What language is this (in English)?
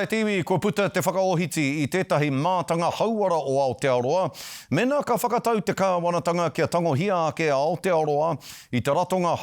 Māori